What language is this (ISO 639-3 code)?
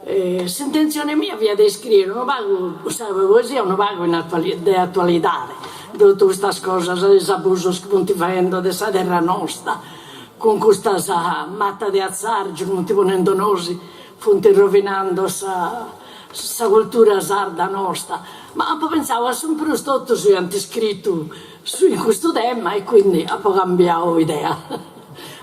srd